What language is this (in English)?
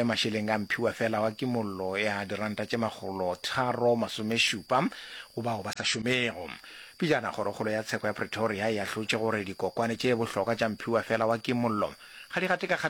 Northern Sotho